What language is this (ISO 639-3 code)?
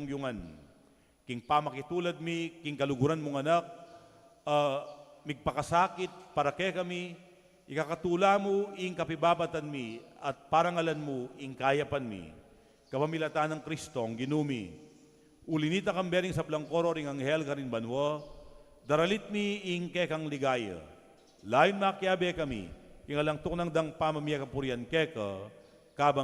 pam